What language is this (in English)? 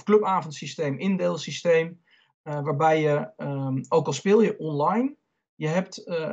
Dutch